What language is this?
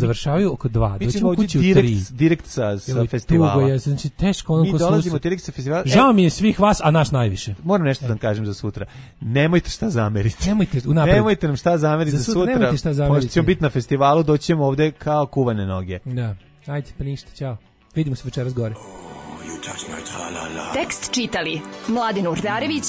Serbian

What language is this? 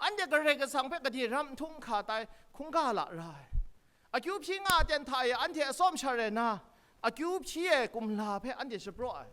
Kachin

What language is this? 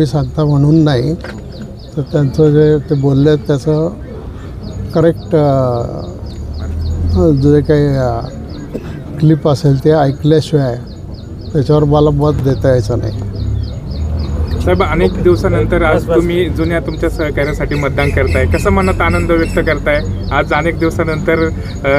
Marathi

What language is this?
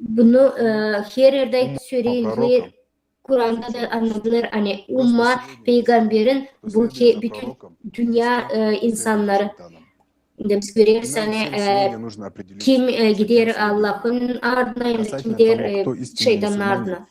Gagauz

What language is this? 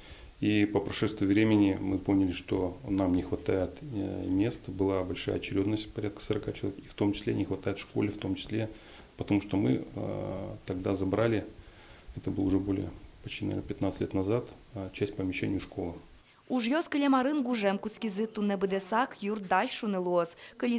Udmurt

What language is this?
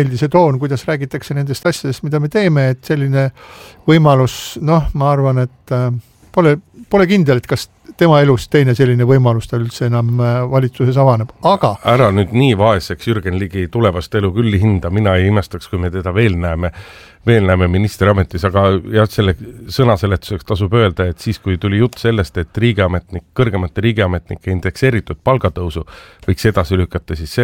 Estonian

